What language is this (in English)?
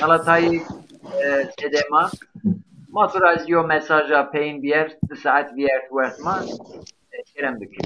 Zaza